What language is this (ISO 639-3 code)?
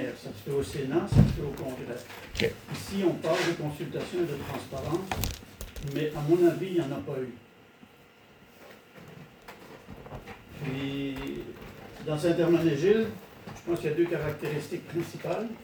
fra